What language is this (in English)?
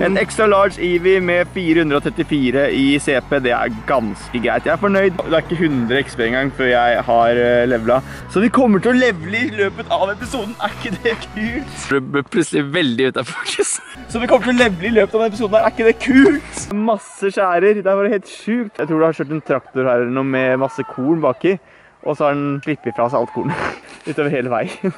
Norwegian